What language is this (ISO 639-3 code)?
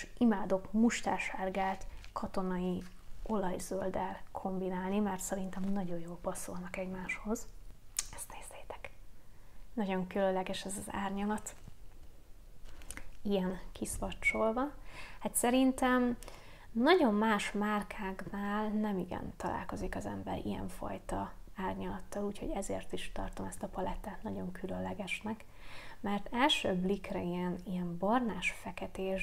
hun